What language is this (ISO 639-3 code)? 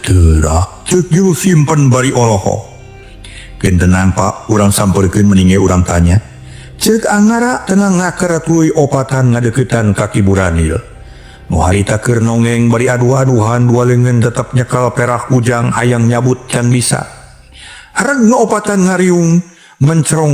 sun